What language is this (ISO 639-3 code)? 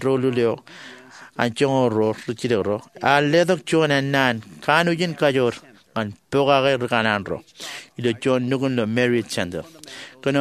mah